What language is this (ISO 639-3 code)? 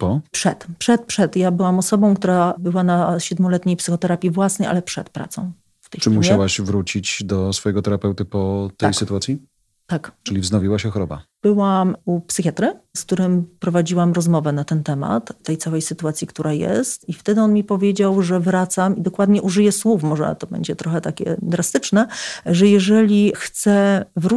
pol